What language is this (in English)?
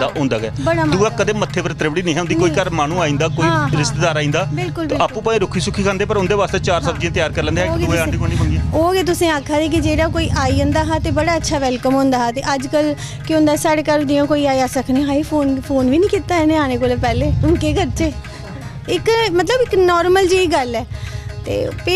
Dogri